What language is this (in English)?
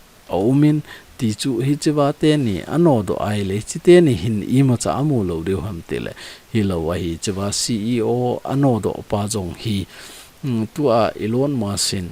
Thado Chin